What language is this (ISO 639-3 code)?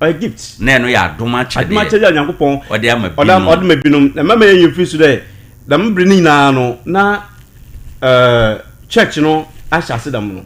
aka